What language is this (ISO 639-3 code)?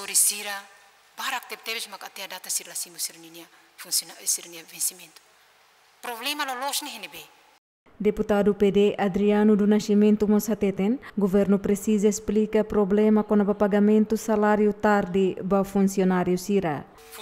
tet